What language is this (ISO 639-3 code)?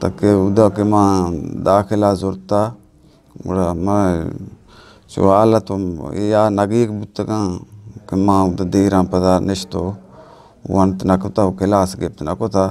bgp